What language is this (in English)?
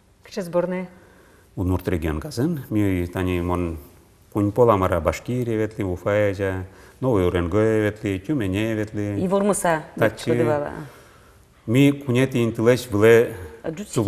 Udmurt